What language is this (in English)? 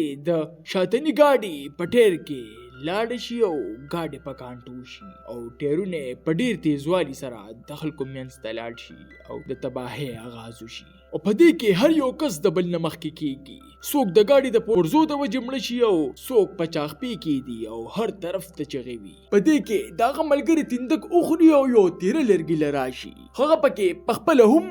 Pashto